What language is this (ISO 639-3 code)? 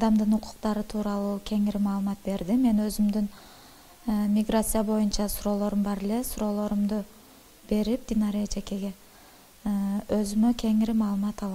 kir